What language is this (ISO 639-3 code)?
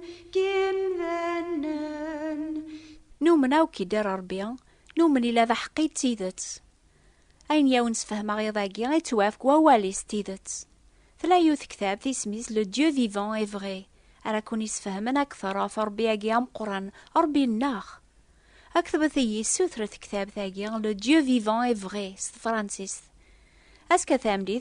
kab